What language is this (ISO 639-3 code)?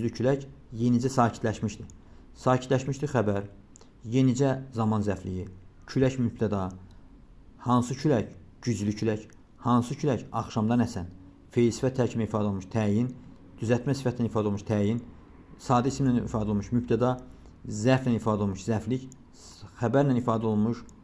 aze